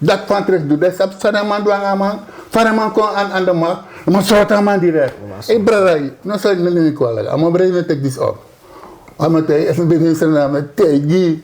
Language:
Sranan Tongo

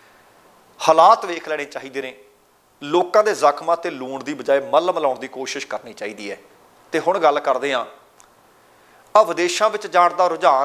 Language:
Punjabi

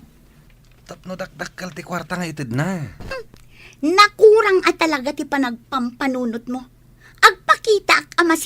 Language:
Iloko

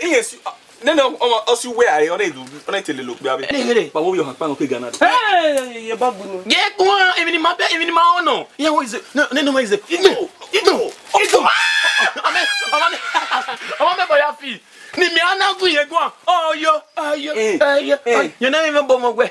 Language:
Bini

